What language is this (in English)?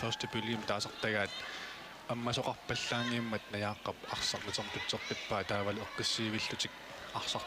Kalaallisut